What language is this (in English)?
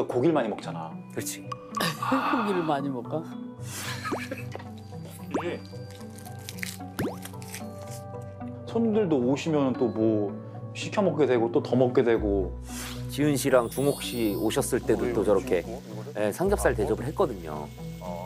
Korean